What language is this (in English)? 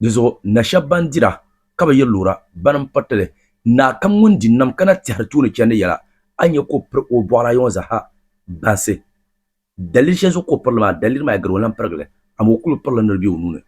Dagbani